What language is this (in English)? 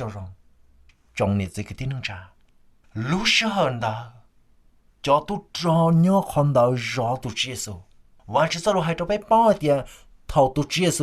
Hmong